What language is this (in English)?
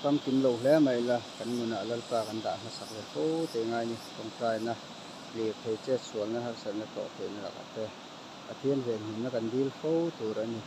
Mizo